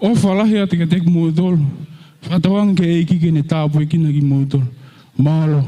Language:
Tongan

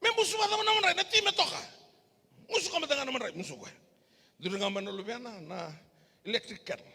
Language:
Fijian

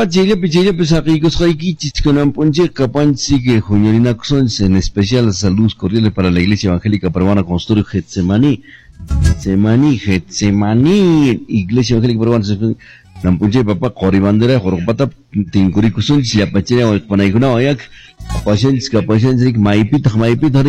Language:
Quechua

